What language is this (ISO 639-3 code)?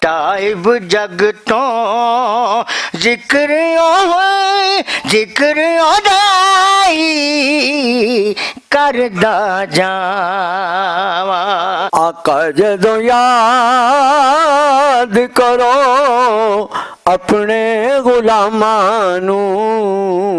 lah